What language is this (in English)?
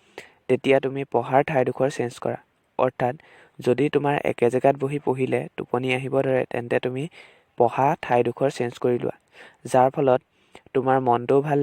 Assamese